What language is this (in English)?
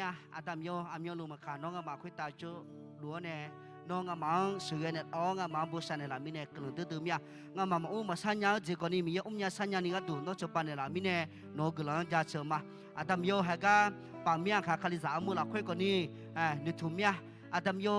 Akha